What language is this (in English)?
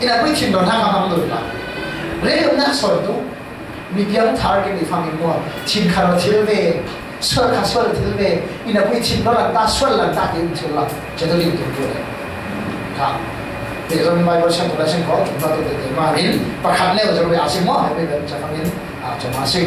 Falam Chin